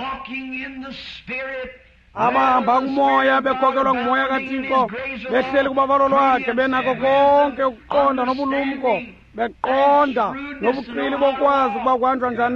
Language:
Xhosa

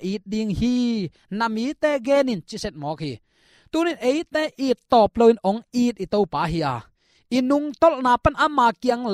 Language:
Tedim Chin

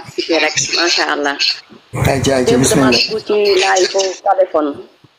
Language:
Wolof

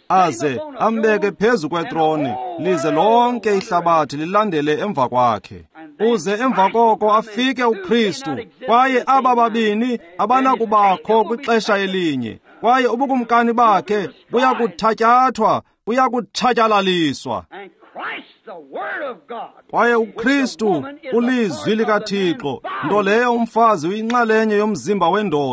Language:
Xhosa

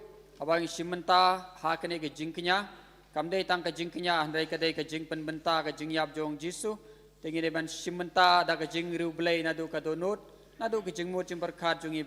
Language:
Khasi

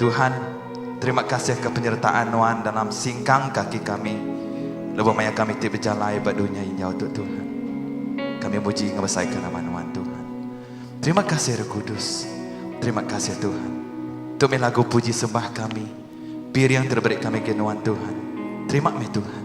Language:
Iban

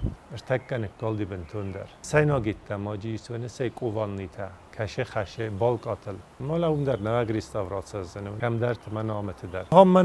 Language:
Ossetic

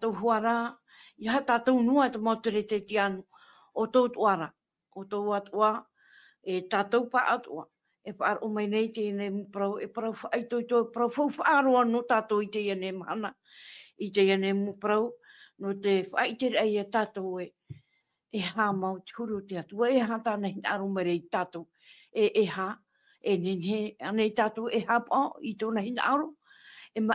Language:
Tahitian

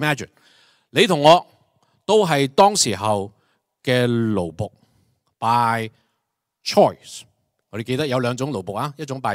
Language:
Cantonese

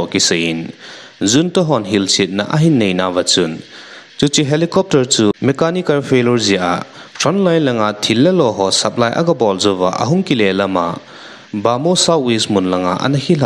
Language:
Thado Chin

